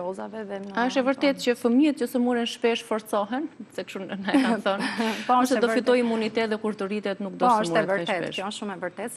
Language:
Albanian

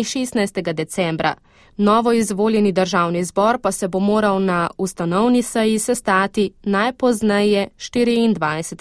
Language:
Slovenian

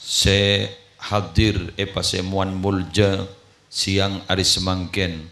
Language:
Madurese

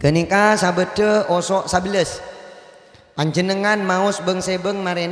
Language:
Madurese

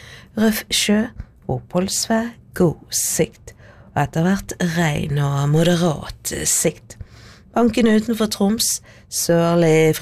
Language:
Norwegian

